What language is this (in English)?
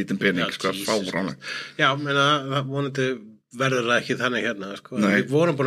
Icelandic